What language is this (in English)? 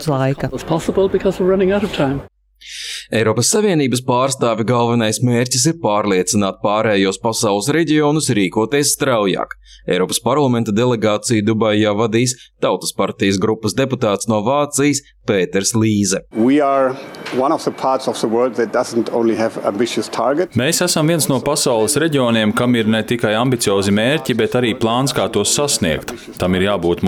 Latvian